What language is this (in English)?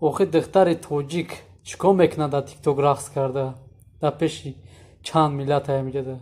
Tajik